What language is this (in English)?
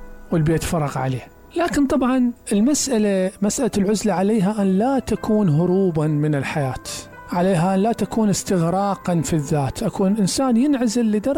Mesopotamian Arabic